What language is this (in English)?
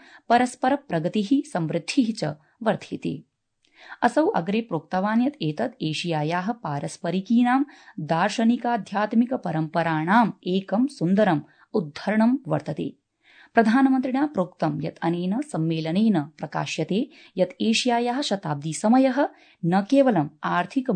Sanskrit